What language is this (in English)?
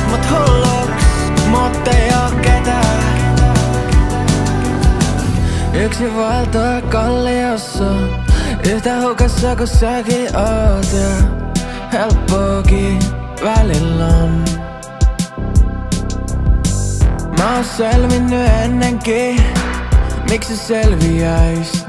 Finnish